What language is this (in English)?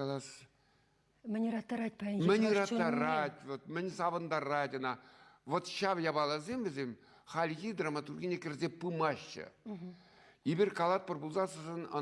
Chuvash